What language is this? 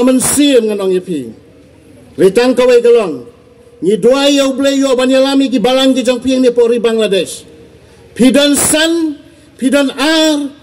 Khasi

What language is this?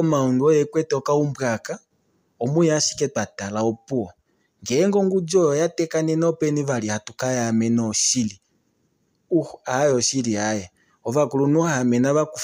Kuanyama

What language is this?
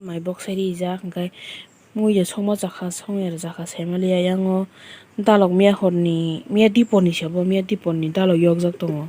Kok Borok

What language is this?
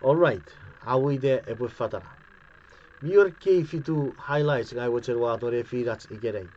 Chuukese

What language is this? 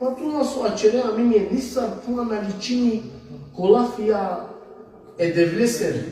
Balkan Romani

